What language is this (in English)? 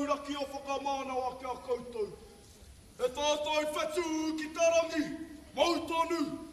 Māori